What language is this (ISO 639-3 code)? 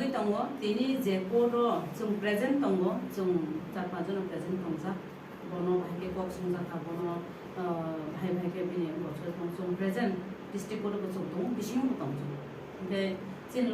trp